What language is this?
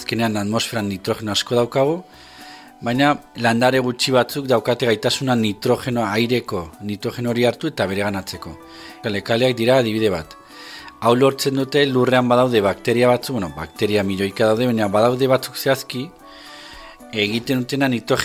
Basque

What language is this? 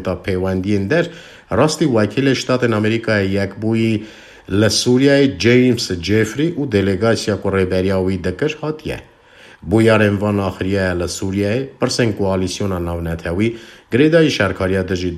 Kurdish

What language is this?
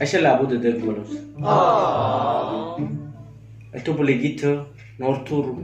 Nias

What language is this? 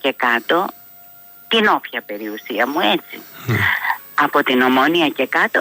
Greek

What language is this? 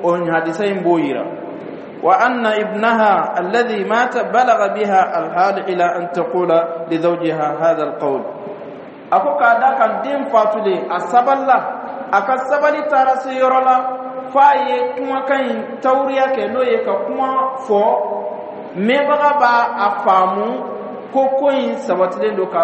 Dyula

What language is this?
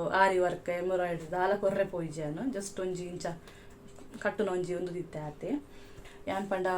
Tulu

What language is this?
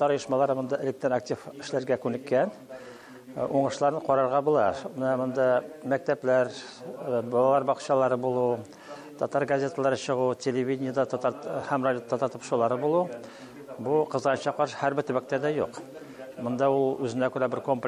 Tatar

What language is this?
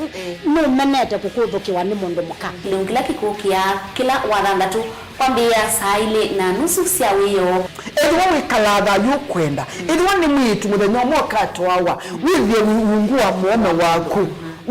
Kamba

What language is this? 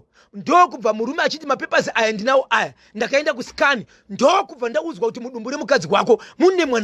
Shona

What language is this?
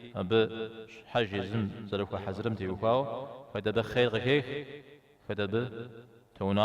Kabardian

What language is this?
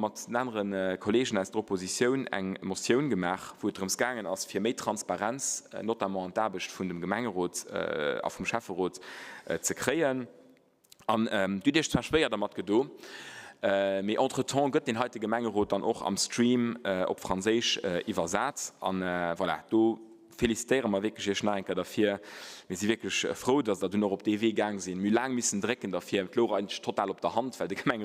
Luxembourgish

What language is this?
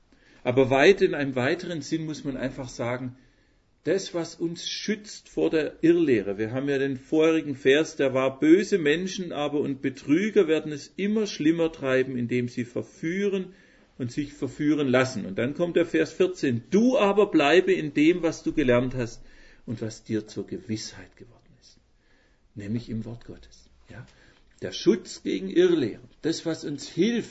German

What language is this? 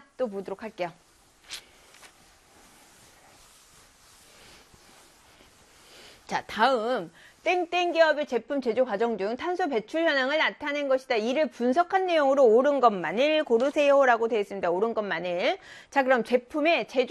Korean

